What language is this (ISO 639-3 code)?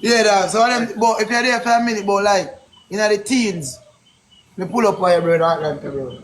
jam